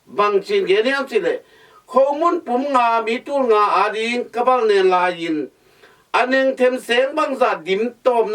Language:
Tedim Chin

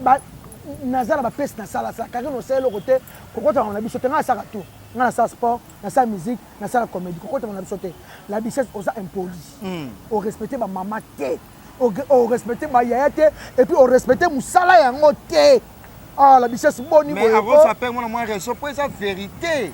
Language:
Lingala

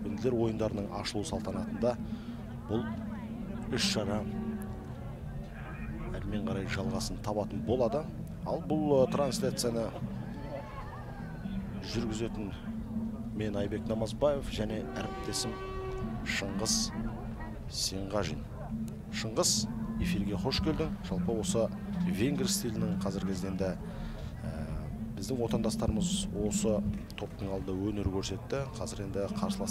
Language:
Kazakh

